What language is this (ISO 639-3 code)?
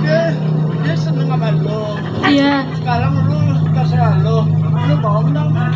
bew